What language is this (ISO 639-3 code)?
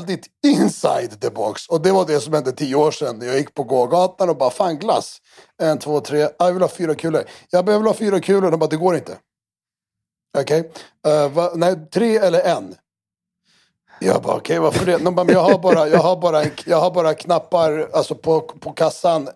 swe